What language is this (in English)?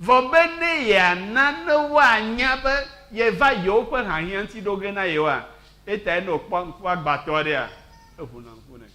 Ewe